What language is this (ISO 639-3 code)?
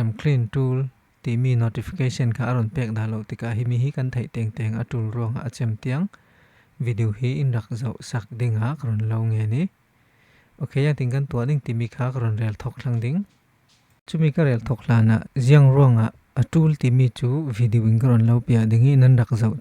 cfm